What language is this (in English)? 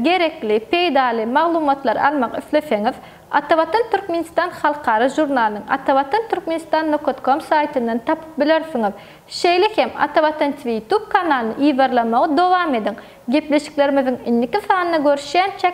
Turkmen